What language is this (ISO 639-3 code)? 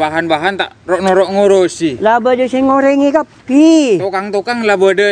mad